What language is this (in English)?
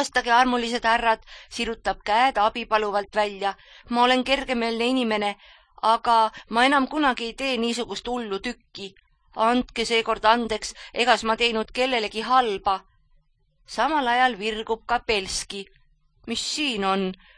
Estonian